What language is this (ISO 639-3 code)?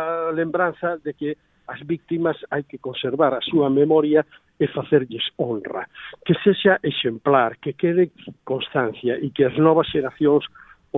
glg